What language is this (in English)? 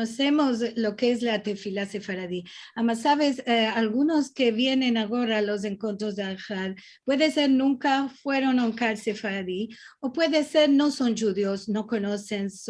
Ladino